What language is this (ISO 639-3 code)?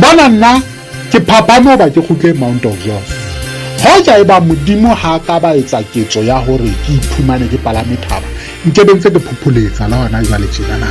sot